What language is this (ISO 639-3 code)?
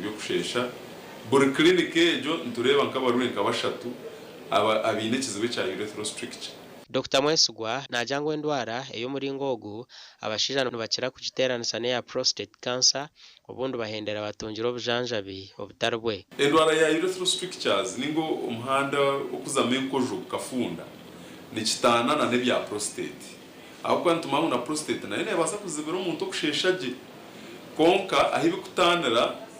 nyn